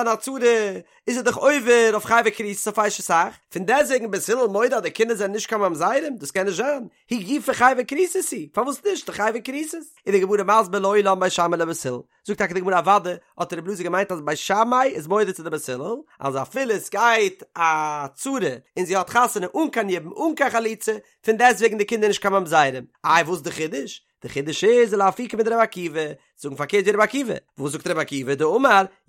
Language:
Yiddish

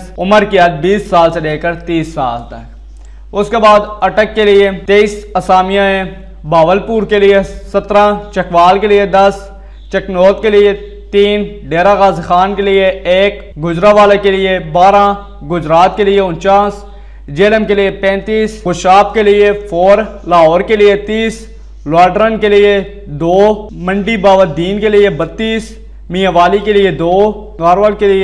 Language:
Urdu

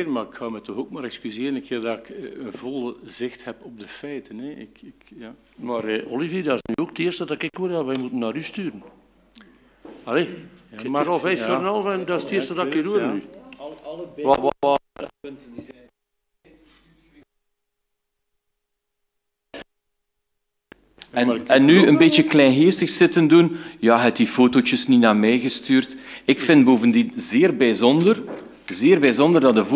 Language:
Dutch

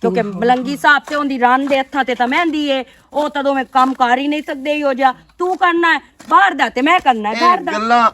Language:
Western Panjabi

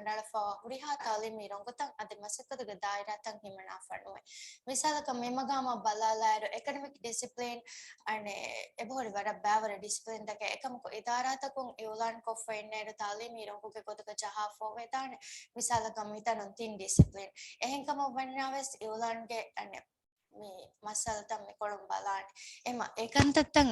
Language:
Divehi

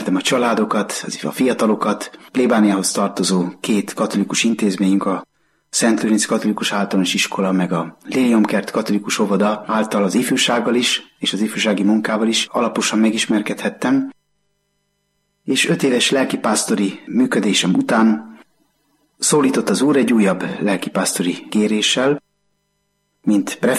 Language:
Hungarian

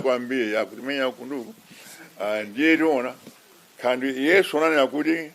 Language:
Nyanja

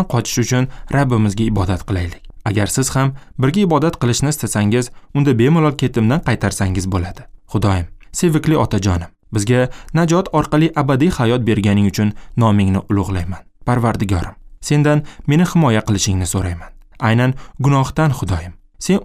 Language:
Uzbek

